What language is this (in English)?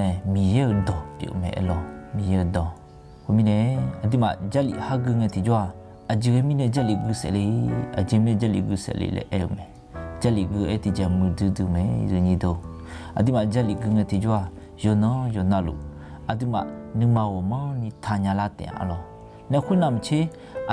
Akha